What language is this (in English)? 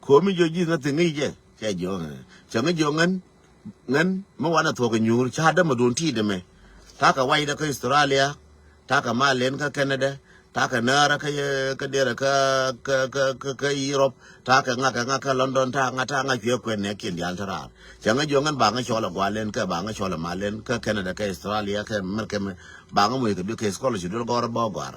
Nuer